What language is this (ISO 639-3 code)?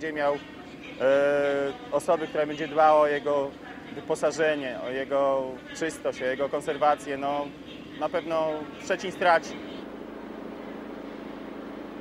pol